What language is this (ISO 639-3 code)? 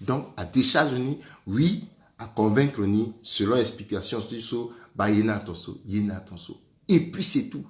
sag